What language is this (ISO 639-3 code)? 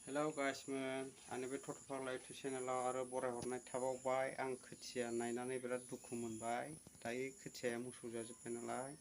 brx